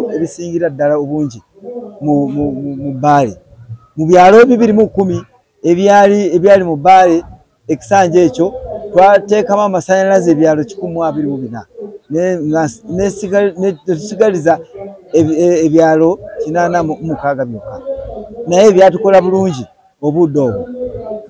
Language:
Ganda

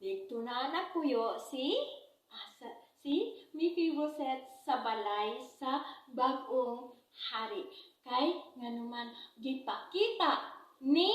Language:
Cebuano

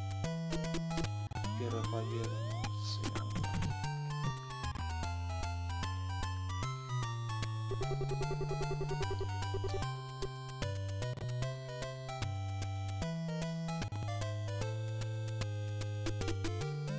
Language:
Russian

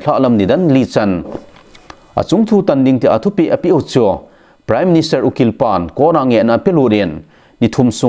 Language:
Thado Chin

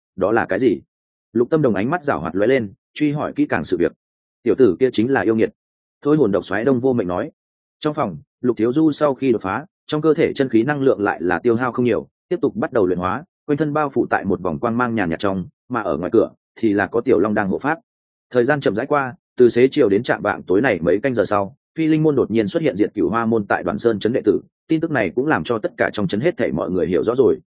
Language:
Vietnamese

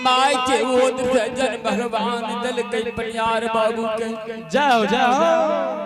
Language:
Angika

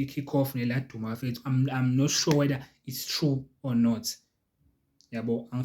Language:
Zulu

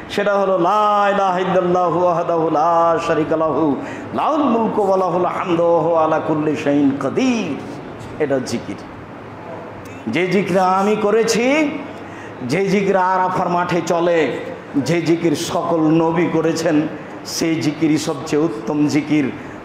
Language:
Bangla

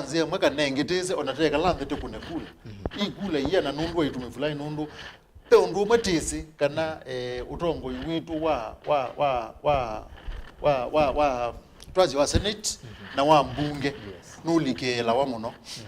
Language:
Kamba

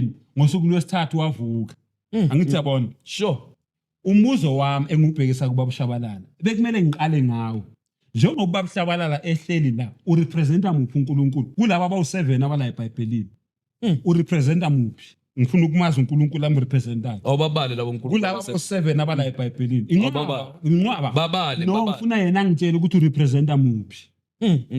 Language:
Zulu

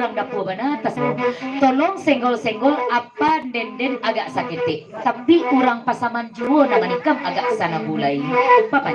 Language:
Minangkabau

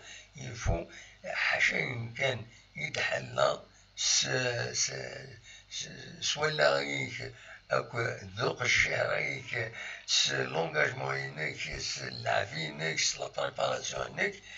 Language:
Kabyle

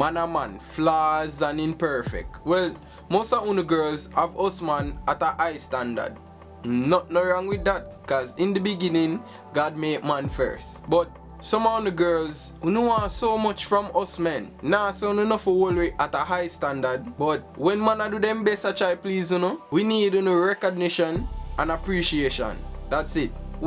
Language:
Jamaican Creole English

